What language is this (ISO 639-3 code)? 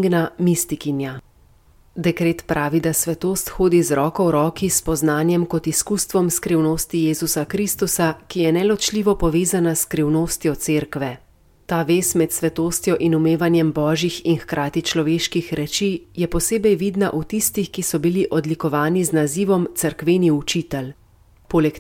slv